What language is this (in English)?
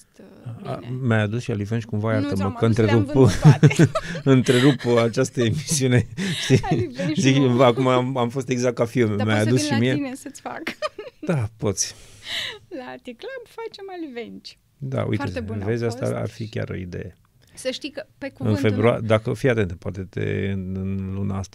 Romanian